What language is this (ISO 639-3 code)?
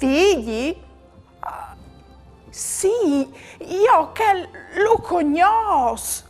fur